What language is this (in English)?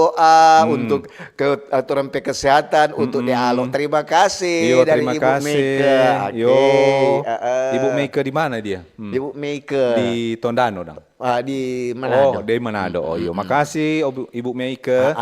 Manado Malay